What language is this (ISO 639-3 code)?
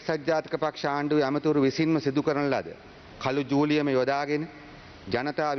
sin